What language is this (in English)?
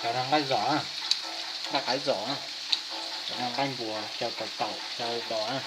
Hmong